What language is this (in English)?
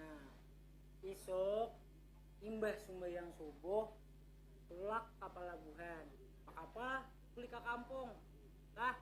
Banjar